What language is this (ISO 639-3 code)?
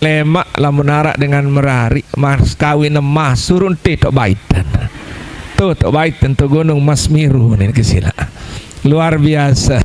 sas